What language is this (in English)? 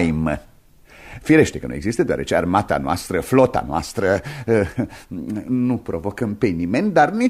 Romanian